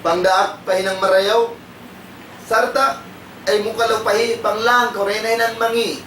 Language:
Tausug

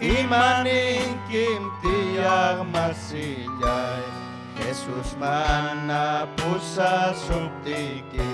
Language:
Ayacucho Quechua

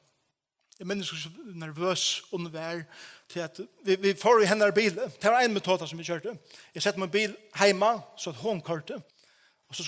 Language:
Faroese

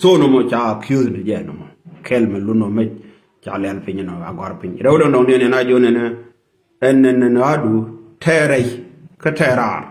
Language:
Nuer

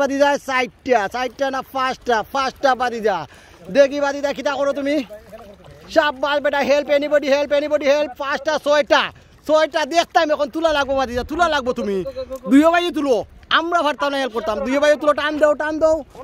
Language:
Sylheti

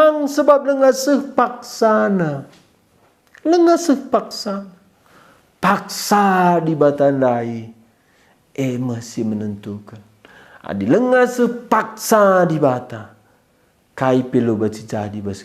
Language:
Batak Karo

